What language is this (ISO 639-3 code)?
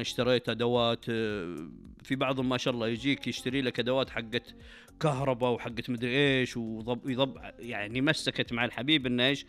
ars